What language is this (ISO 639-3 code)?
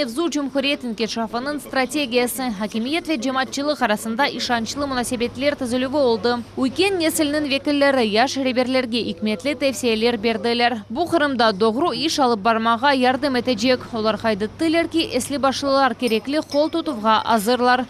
crh